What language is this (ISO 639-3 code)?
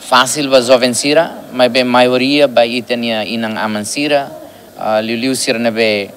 tet